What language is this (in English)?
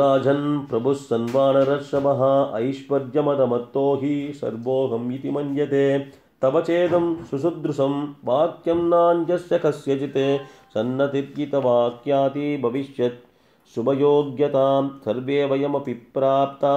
Sanskrit